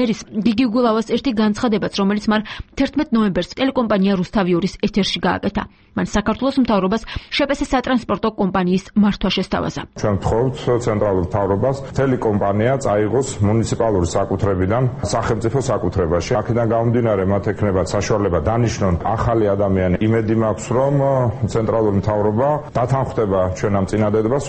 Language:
Georgian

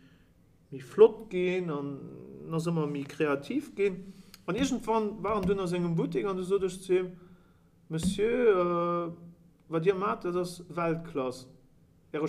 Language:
Luxembourgish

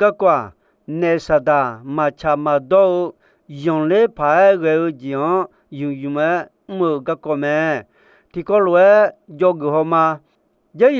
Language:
Akha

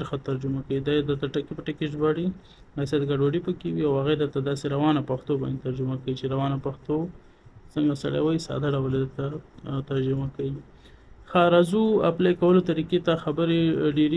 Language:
Pashto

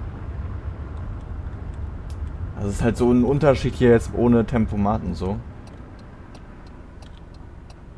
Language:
German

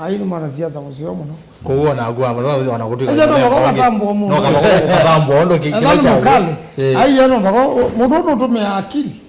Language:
Kamba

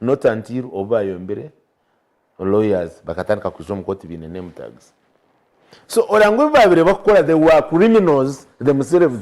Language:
Nyankole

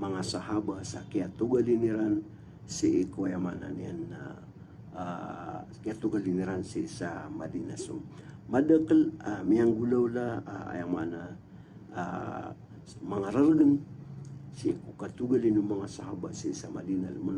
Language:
Maranao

